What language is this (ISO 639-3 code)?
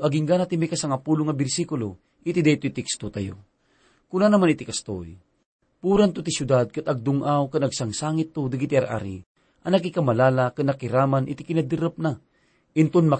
ilo